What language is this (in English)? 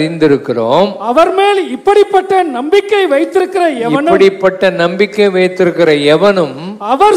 Tamil